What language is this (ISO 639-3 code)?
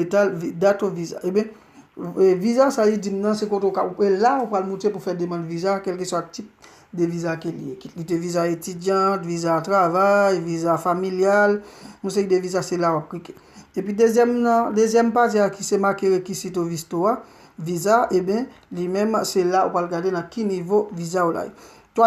hat